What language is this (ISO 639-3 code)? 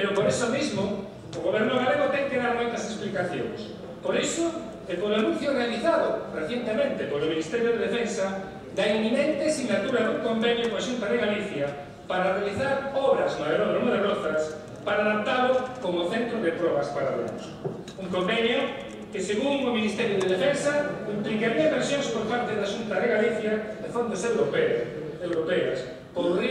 glg